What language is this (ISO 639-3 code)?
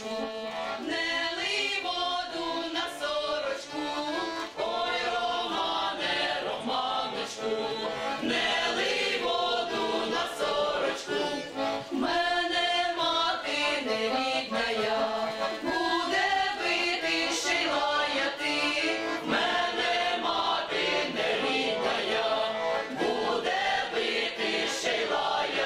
ukr